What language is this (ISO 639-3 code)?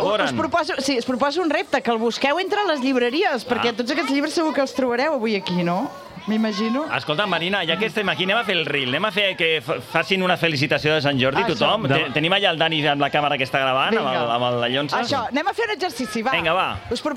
cat